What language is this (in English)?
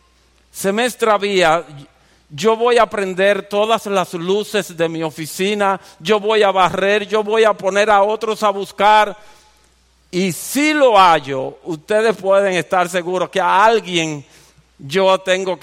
Spanish